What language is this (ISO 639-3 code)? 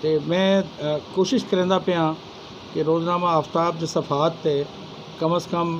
skr